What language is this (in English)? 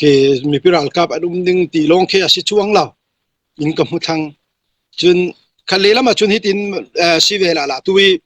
Falam Chin